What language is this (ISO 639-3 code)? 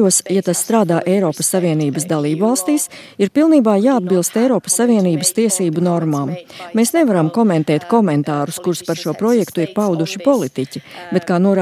lav